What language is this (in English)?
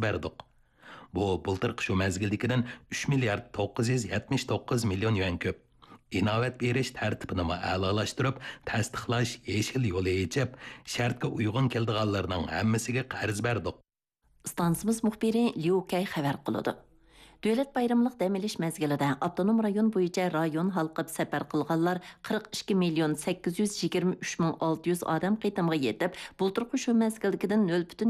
Uyghur